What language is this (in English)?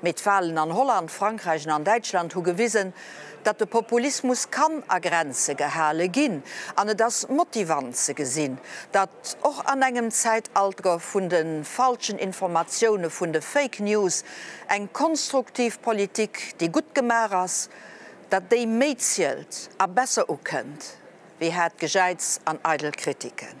Luxembourgish